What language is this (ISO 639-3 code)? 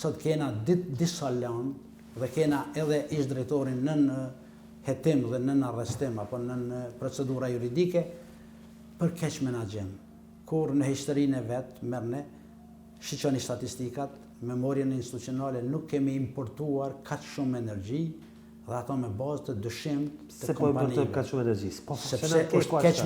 sqi